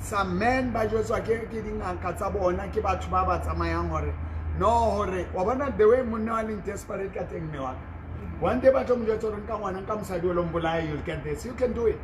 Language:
Southern Sotho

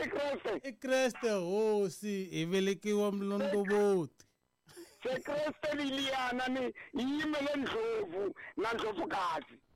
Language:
Tsonga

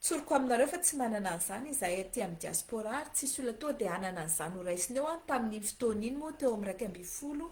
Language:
Malagasy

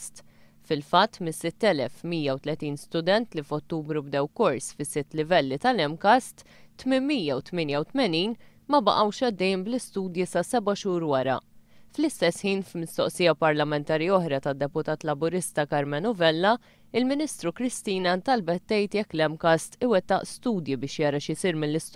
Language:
Maltese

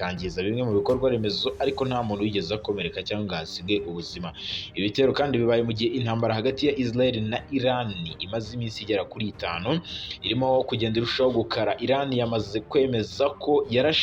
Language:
Kinyarwanda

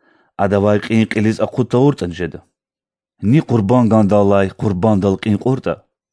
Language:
Lezghian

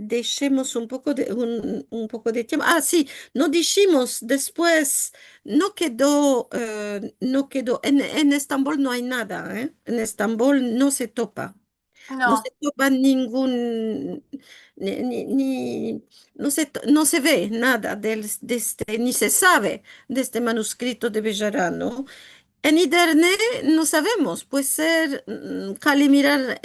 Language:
Ladino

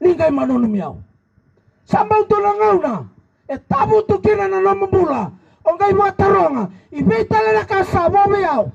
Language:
Fijian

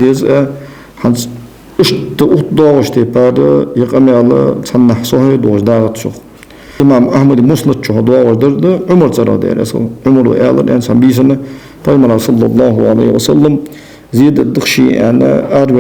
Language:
Ingush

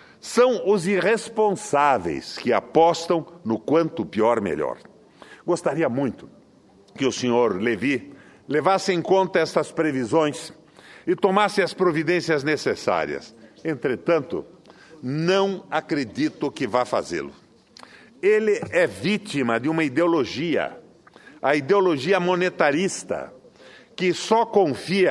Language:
Portuguese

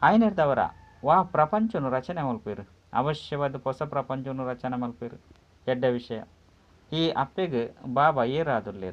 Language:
Tulu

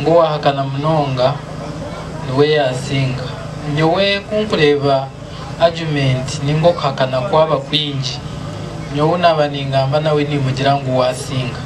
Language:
Nyankole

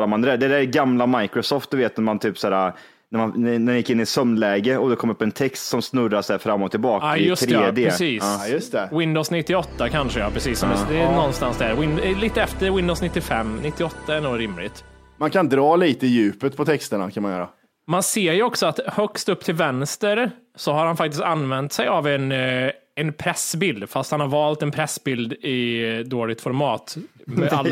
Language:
Swedish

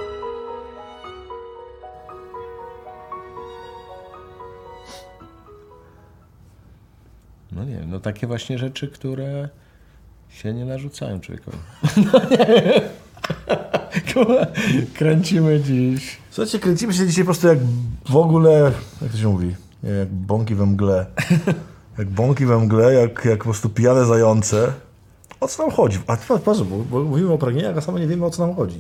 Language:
Polish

